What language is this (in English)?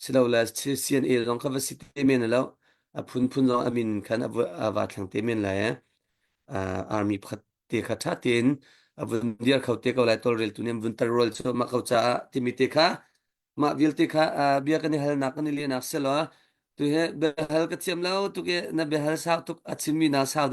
Hakha Chin